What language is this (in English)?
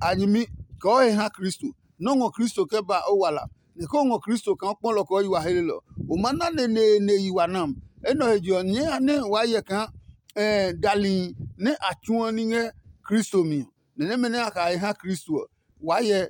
Adangme